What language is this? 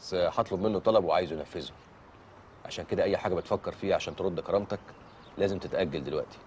Egyptian Arabic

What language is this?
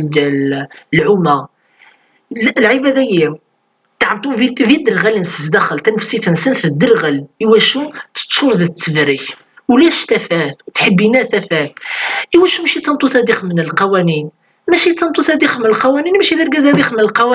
Kabyle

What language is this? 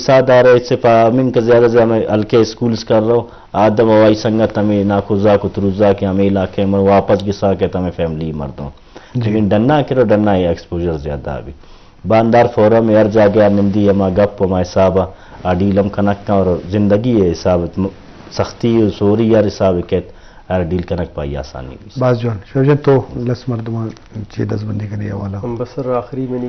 Eastern Balochi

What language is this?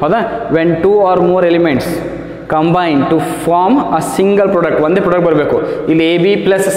Kannada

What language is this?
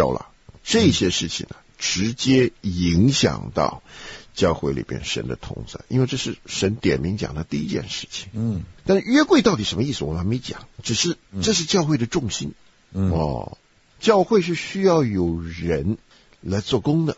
Chinese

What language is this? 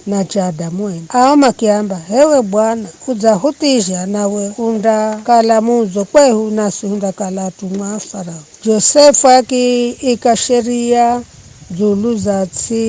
Giryama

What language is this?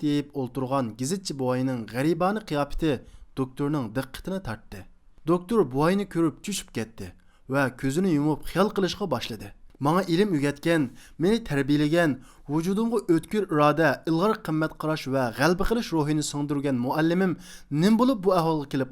Uyghur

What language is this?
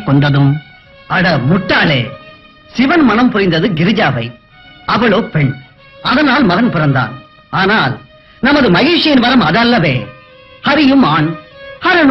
Tamil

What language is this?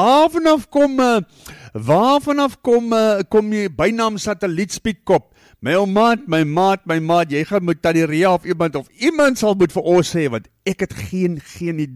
Afrikaans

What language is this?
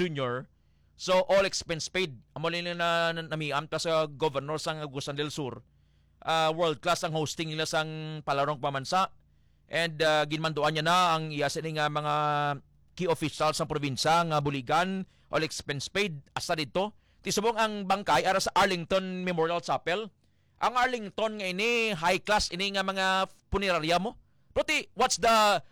Hiligaynon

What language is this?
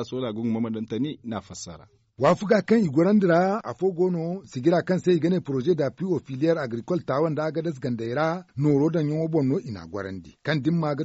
Zarma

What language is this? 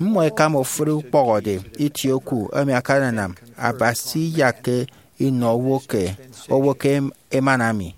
Efik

